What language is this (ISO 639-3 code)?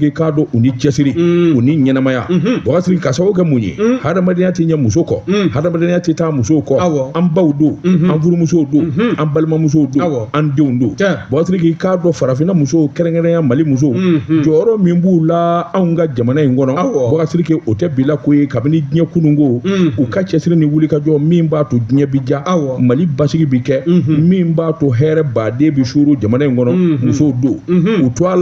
bam